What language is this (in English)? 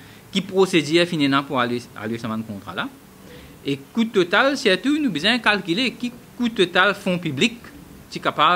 Morisyen